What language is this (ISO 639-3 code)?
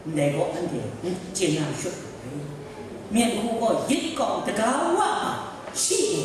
kac